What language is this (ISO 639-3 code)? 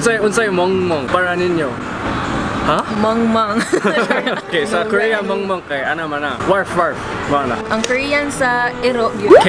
ceb